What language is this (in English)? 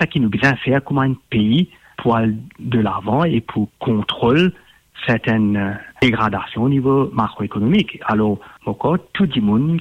Morisyen